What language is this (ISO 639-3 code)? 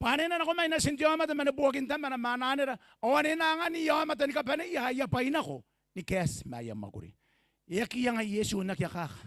gil